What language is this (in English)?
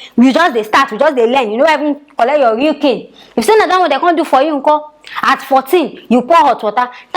Nigerian Pidgin